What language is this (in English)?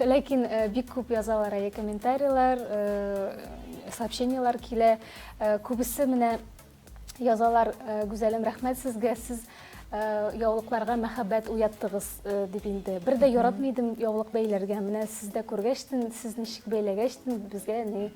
Tatar